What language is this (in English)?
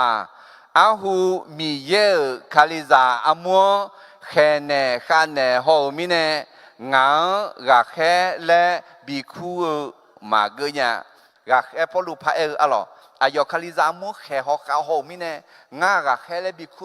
Akha